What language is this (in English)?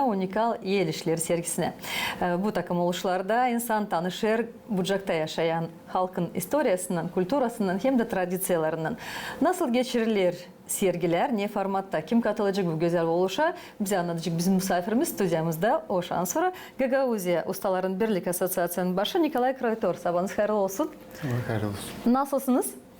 Gagauz